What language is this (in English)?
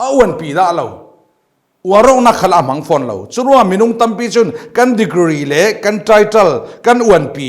Falam Chin